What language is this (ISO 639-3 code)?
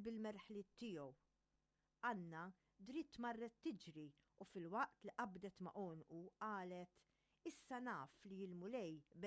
mlt